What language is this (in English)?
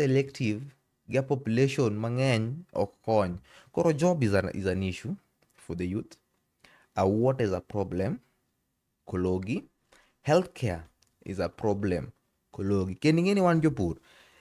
Luo (Kenya and Tanzania)